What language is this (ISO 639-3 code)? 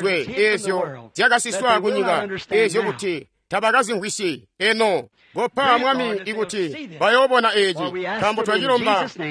toi